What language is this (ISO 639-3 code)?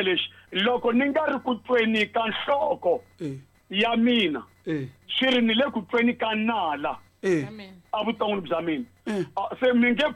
tso